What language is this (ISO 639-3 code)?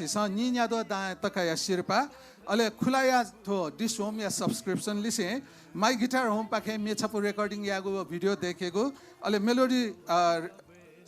new